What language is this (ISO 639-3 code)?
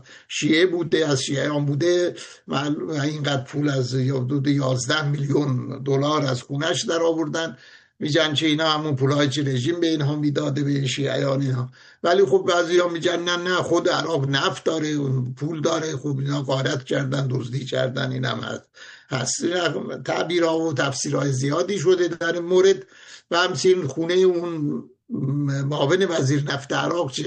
fas